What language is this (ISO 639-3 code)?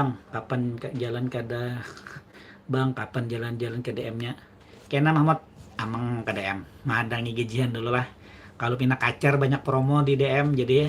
bjn